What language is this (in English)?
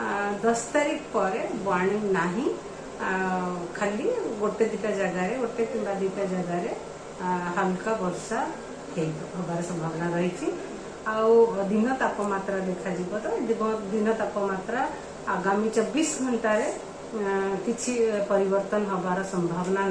Odia